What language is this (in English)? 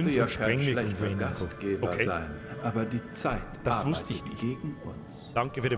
Bavarian